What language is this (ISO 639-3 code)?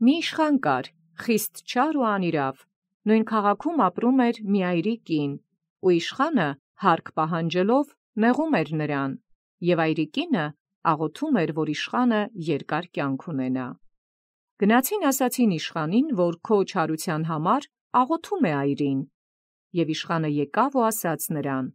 hye